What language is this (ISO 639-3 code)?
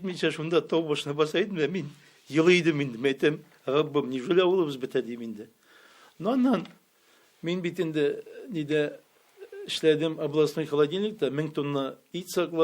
tat